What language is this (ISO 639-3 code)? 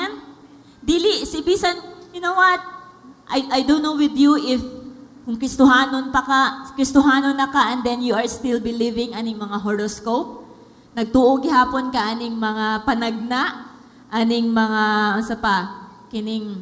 ceb